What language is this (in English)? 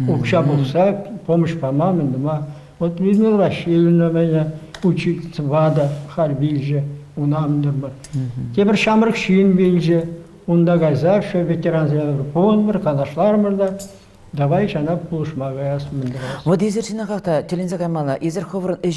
Chuvash